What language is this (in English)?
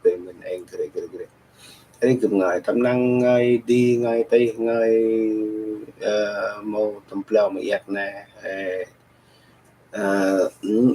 Central Mnong